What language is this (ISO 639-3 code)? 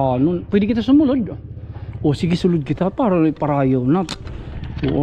war